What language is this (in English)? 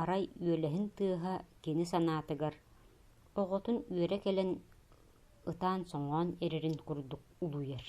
Yakut